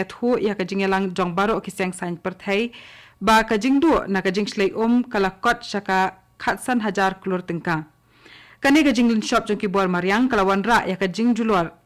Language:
Khasi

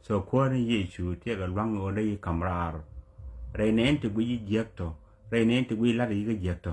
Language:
Nuer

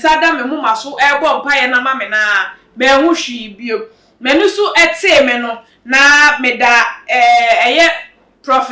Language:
Akan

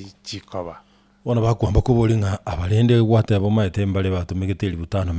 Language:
Gusii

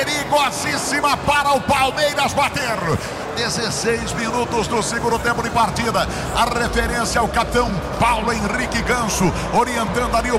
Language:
Portuguese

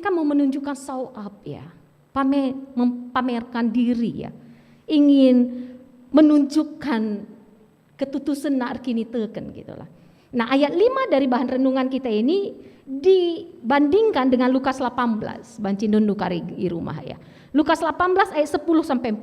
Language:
Batak Karo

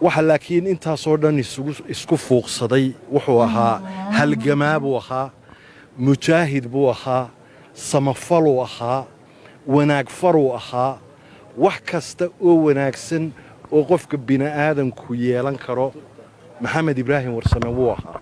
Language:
Somali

